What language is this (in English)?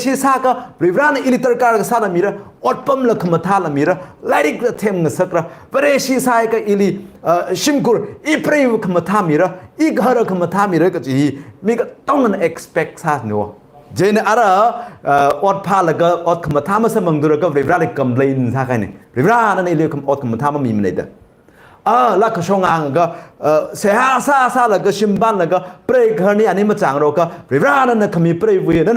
Tangkhul Naga (India)